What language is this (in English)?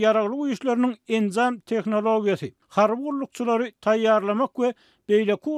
Turkmen